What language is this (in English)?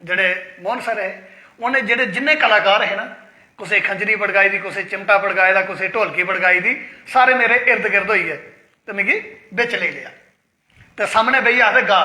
Dogri